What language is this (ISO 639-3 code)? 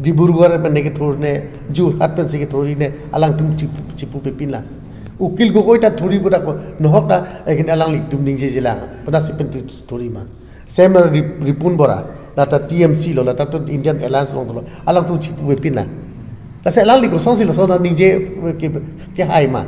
mjw